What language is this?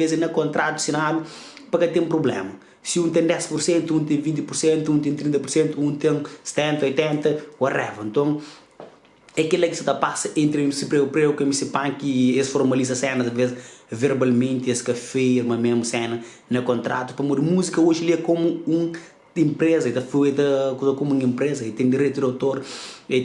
Kabuverdianu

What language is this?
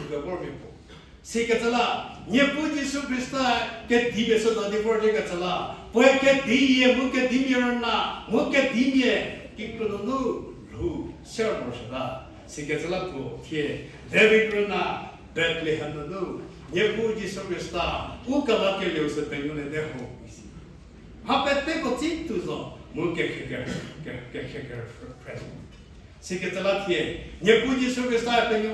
Angami Naga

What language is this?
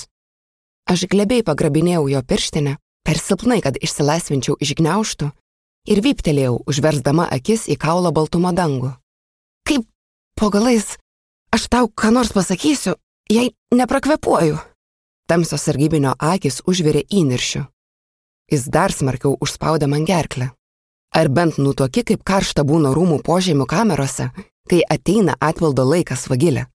Lithuanian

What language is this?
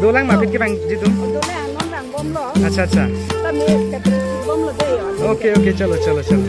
Karbi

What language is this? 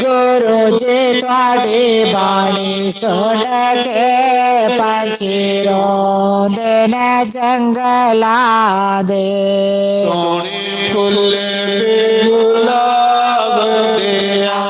Dogri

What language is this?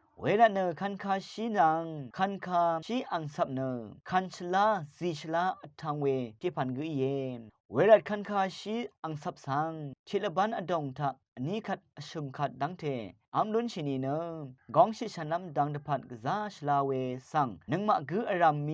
Rawang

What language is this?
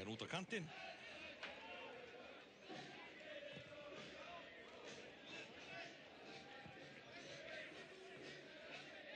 Icelandic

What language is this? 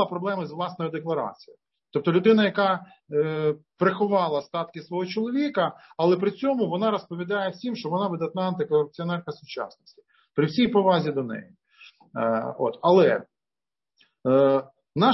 Ukrainian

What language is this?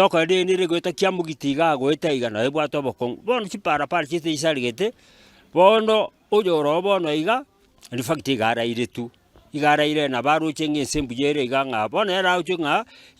Gusii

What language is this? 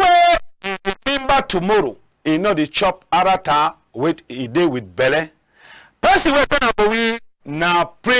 Cameroon Pidgin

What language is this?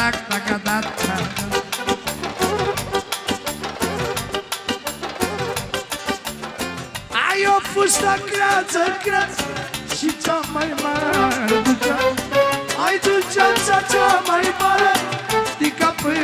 Romanian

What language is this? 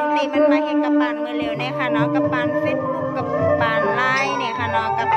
Shan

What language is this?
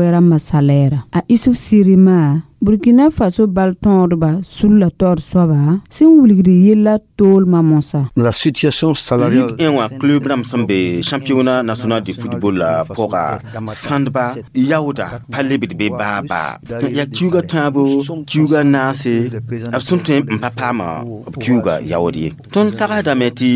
Mossi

